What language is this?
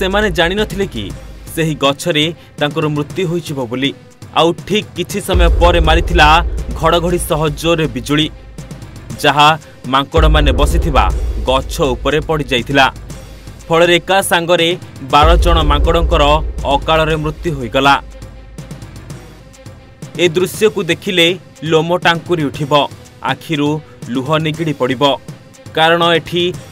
Odia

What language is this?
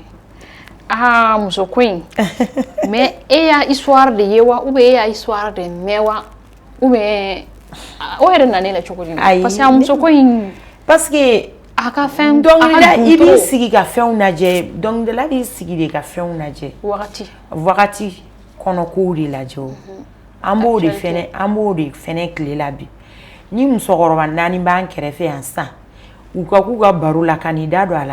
Bambara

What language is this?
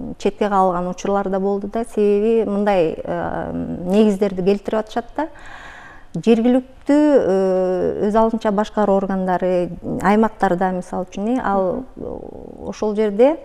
Kyrgyz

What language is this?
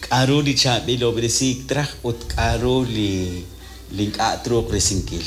Kekchí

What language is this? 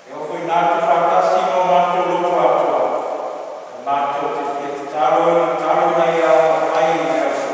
Samoan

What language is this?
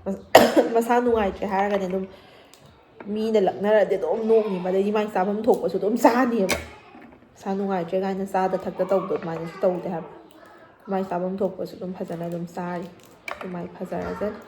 Manipuri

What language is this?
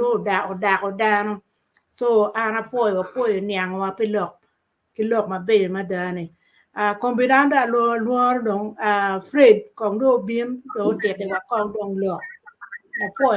Acoli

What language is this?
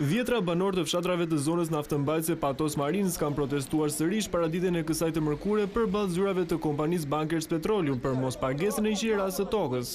Albanian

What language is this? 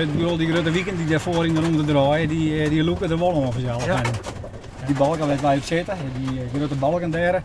Western Frisian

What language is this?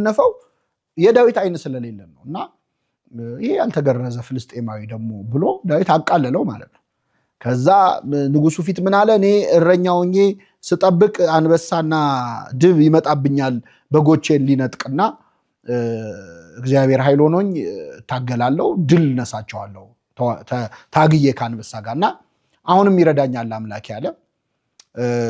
Amharic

